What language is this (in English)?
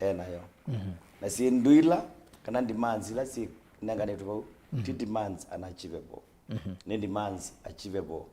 Kamba